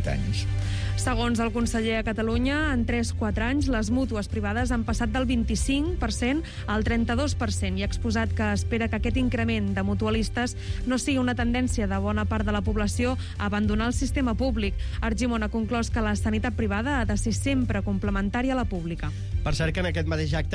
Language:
Catalan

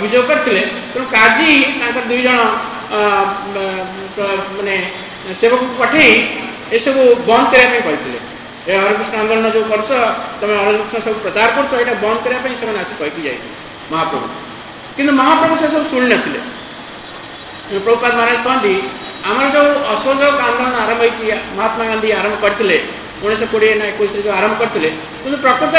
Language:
Odia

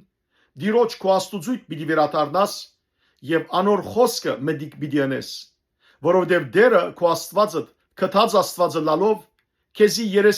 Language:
Western Armenian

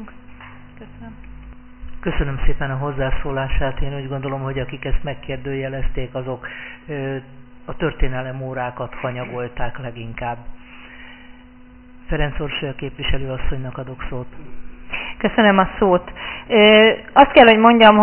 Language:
Hungarian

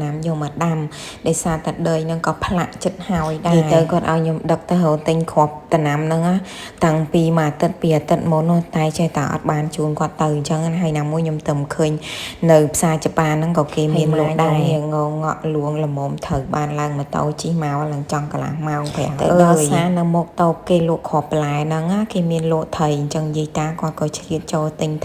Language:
Khmer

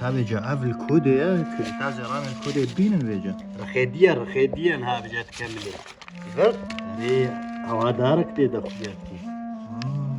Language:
Kurdish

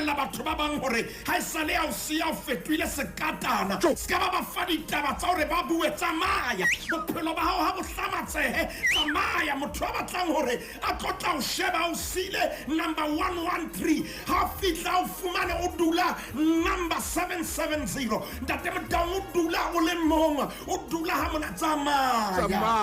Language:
Southern Sotho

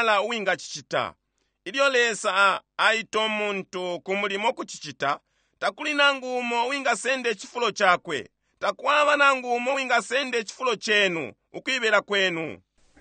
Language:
Bemba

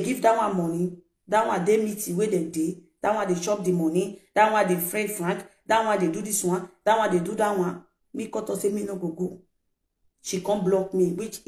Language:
Nigerian Pidgin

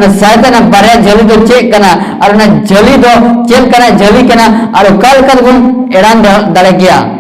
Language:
Santali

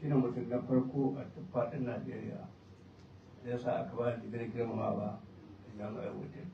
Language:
Hausa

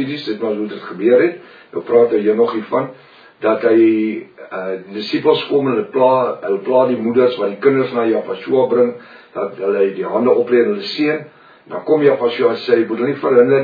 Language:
Afrikaans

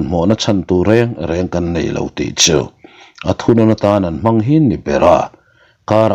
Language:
Mizo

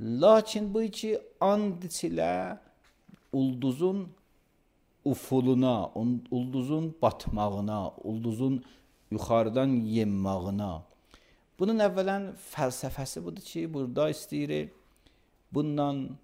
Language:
Azerbaijani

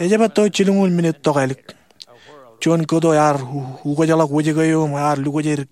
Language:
Marshallese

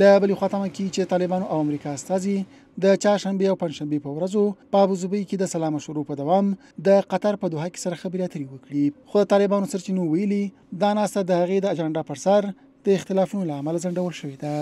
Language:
Pashto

